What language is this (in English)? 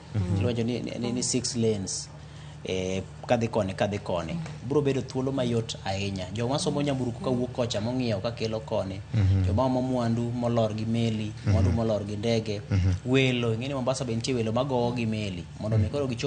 Luo (Kenya and Tanzania)